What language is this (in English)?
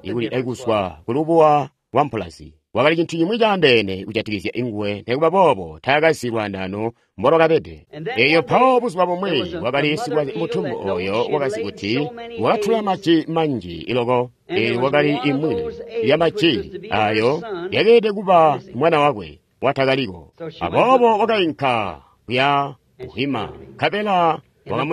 Tonga (Zambia)